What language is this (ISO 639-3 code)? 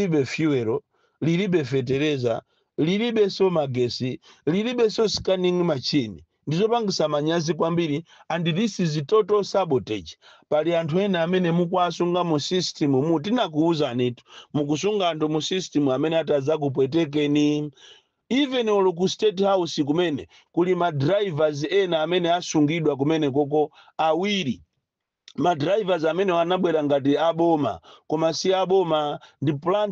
nya